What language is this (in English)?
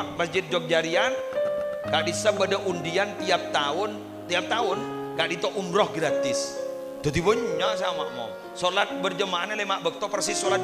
Madurese